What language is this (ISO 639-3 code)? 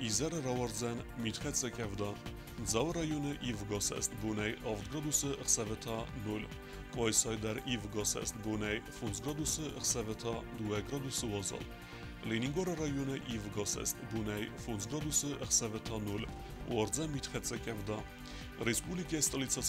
oss